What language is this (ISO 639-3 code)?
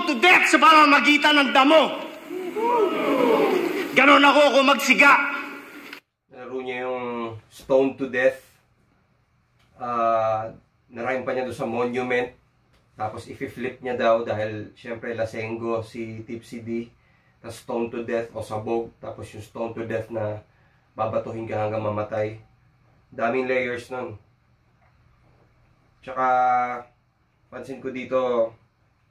fil